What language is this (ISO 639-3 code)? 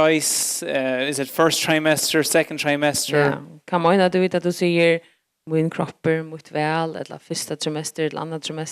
fao